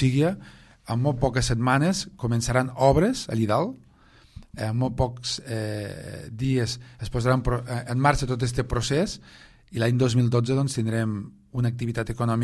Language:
Catalan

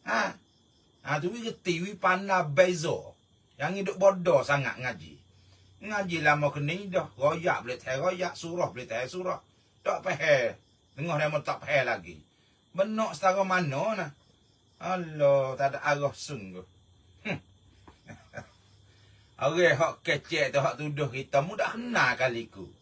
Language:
Malay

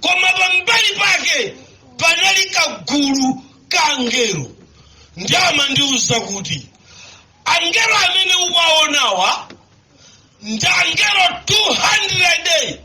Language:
Nyanja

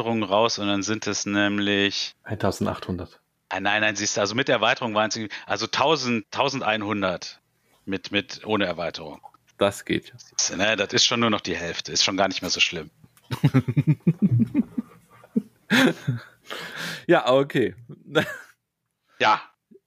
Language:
German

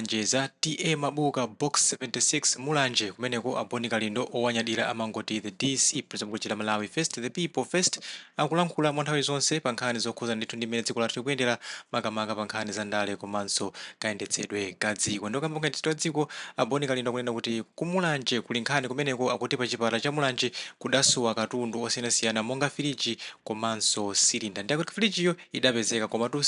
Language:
Nyanja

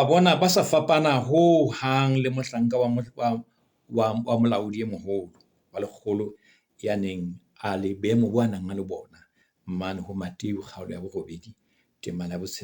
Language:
Southern Sotho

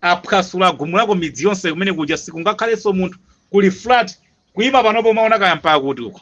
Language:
Nyanja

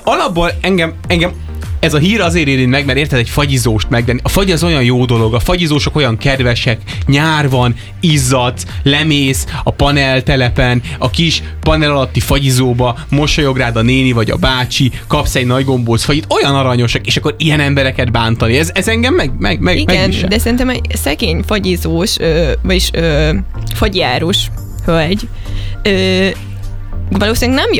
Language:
Hungarian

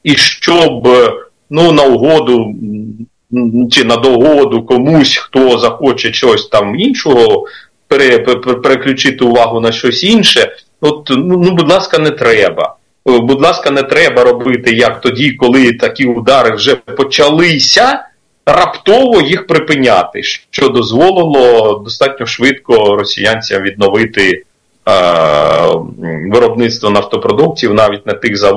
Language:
Ukrainian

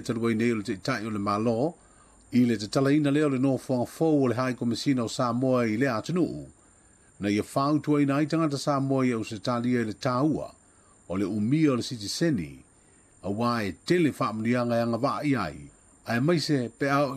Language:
Samoan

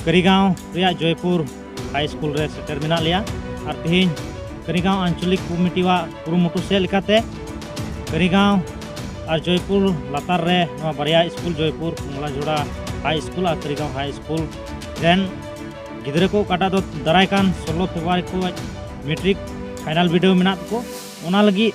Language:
Santali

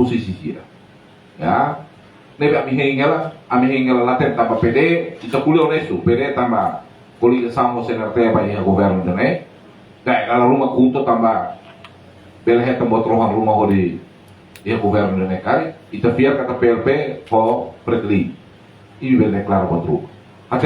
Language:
Tetum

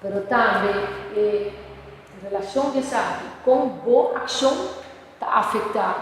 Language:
Papiamento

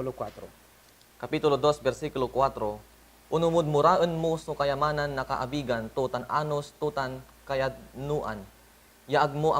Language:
Pangasinan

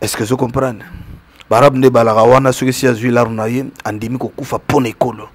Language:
Lingala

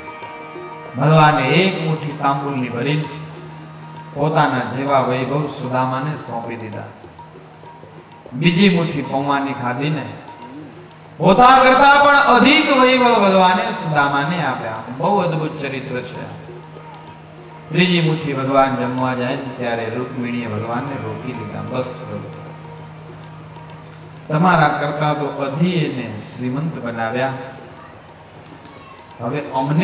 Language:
Gujarati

